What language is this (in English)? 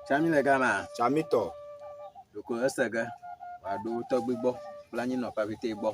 Ewe